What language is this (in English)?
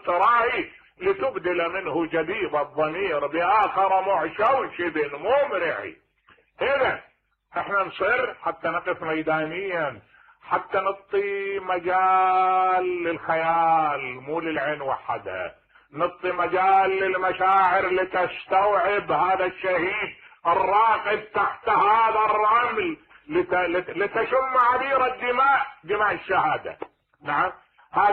Mesopotamian Arabic